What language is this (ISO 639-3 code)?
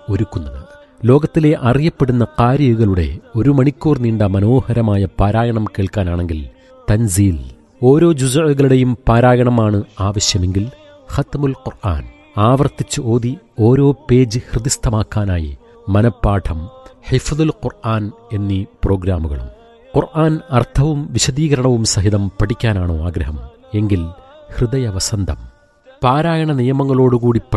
mal